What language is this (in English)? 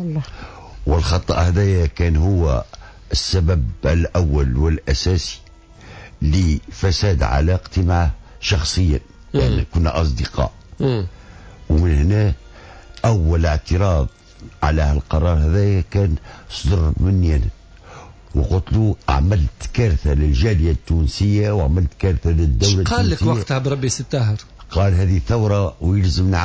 Tunisian Arabic